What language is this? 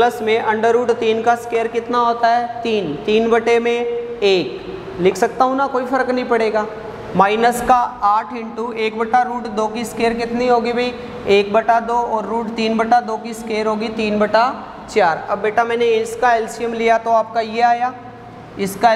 Hindi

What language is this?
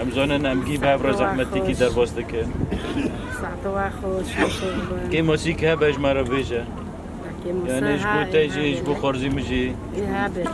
Kurdish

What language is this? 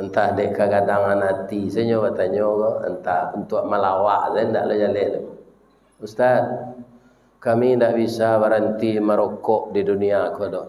Minangkabau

